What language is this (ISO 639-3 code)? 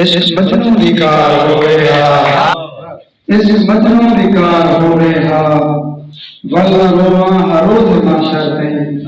skr